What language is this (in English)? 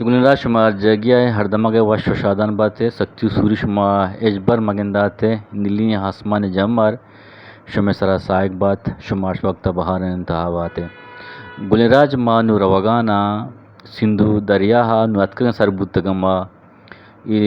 Eastern Balochi